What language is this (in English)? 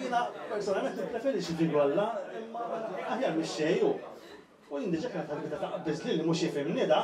Maltese